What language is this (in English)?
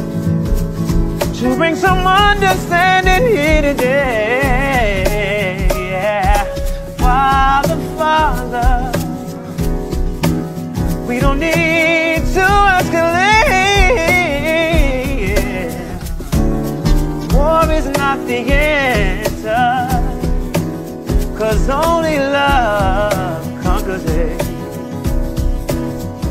English